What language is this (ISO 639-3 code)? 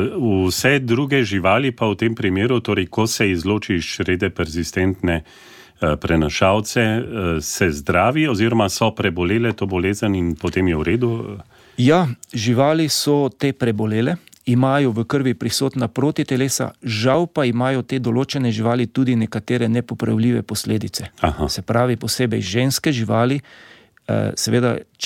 slv